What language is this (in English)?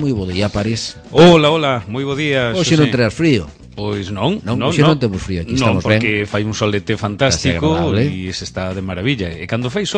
Galician